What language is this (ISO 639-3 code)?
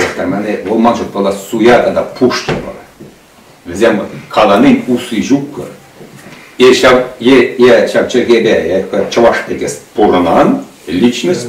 chv